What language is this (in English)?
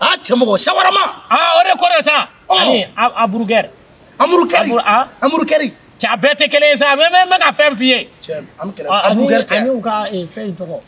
Bambara